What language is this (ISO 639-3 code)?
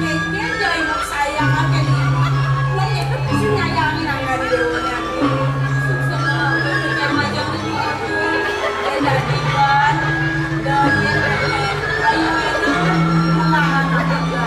ban